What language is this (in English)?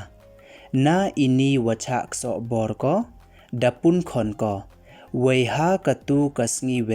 Pnar